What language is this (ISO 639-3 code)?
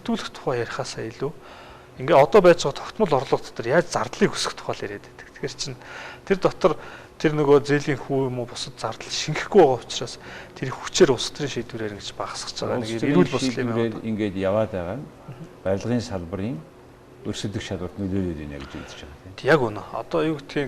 mon